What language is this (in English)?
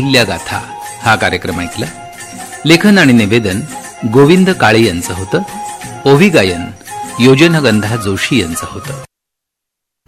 Marathi